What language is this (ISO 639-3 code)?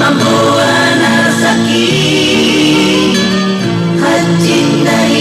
bbc